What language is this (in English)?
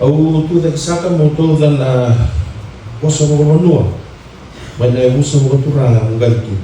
Fijian